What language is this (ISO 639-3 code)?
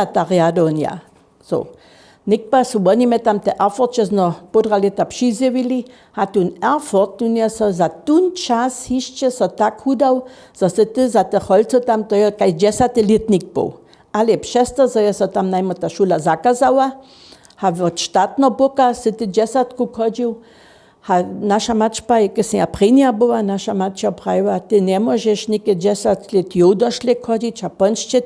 hsb